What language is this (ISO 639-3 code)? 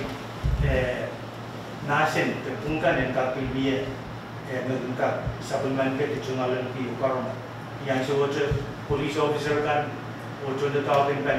pon